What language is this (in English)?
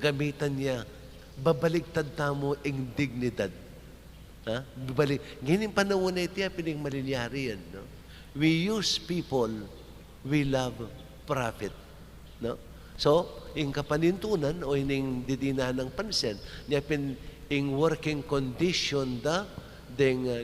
Pampanga